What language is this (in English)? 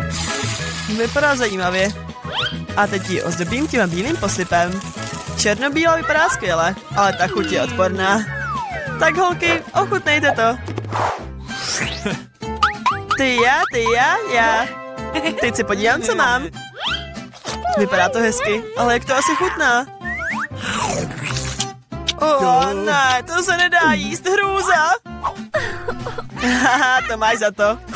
Czech